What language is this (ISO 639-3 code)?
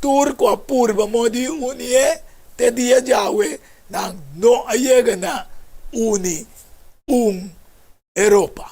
pap